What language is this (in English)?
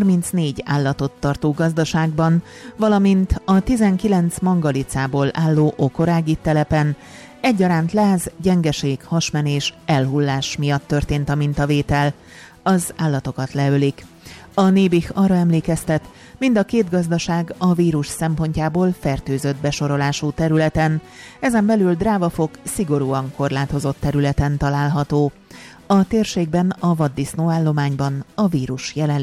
Hungarian